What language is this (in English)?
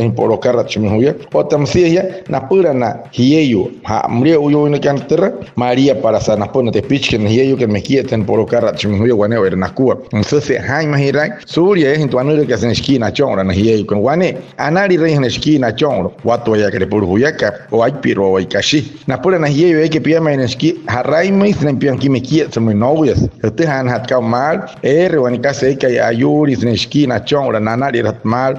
Wayuu